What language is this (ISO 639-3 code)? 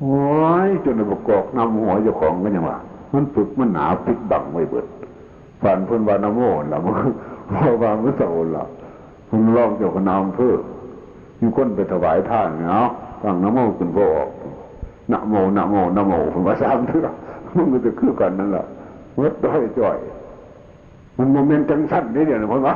tts